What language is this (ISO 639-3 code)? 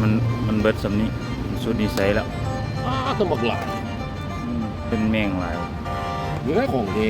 lao